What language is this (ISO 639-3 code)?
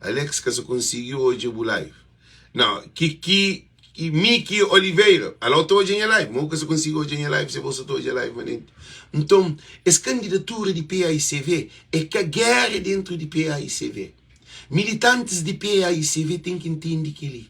kea